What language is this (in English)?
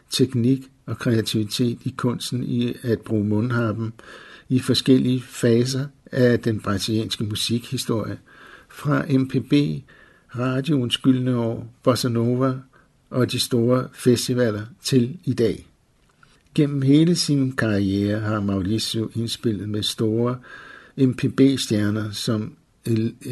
Danish